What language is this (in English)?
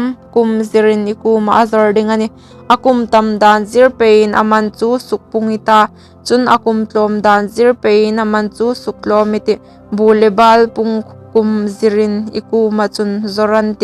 Hmar